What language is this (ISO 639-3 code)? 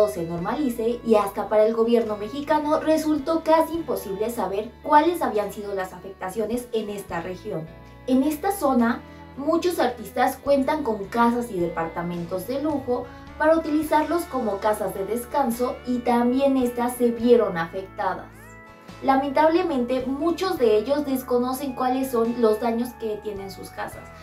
spa